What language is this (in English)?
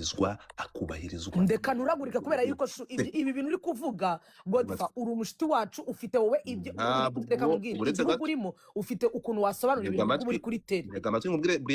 Kinyarwanda